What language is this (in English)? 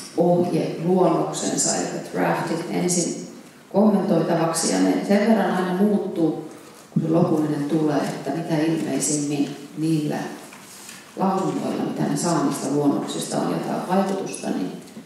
Finnish